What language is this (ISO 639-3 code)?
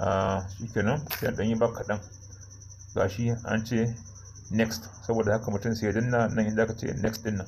hau